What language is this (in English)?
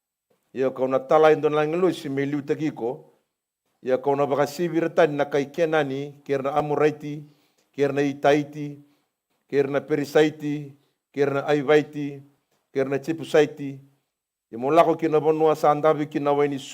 Fijian